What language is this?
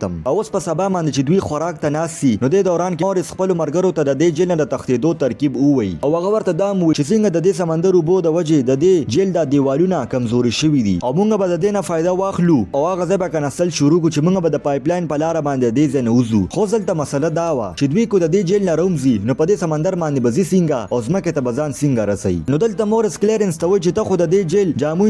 Pashto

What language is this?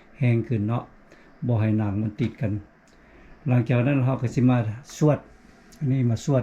Lao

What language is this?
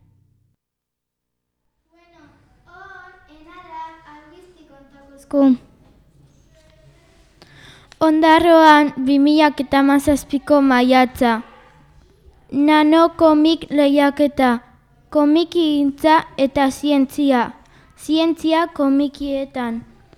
Basque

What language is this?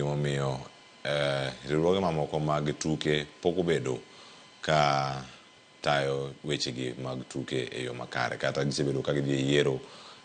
Luo (Kenya and Tanzania)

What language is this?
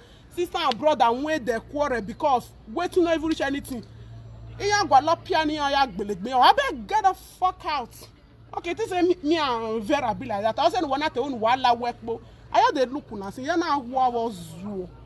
Nigerian Pidgin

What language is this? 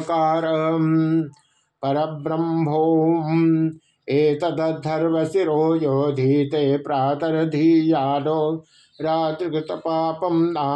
Sanskrit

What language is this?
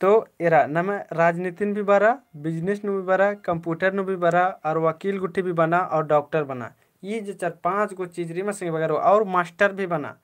Kurukh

